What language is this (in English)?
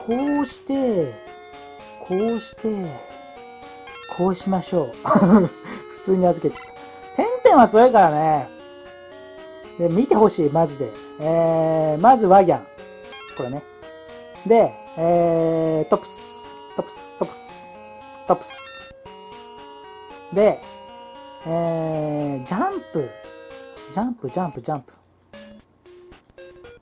Japanese